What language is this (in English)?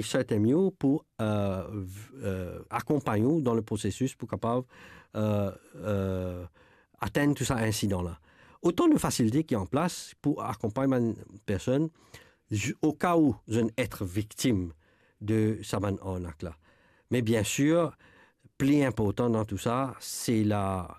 Morisyen